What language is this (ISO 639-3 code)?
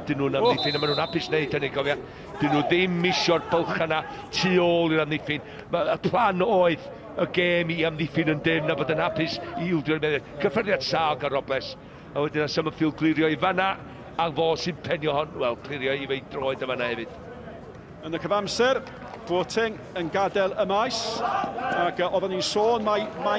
cym